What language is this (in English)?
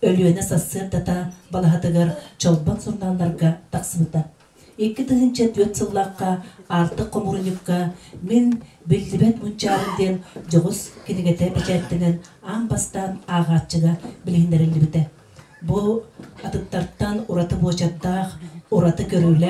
Yakut